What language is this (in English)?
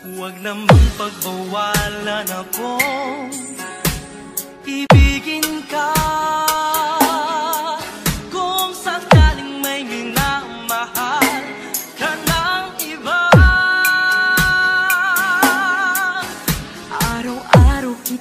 Filipino